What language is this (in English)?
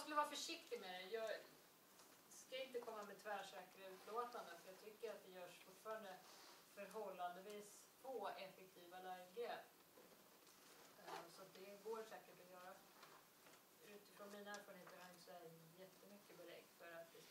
Swedish